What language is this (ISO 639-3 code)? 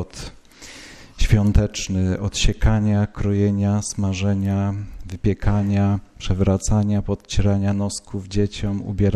pol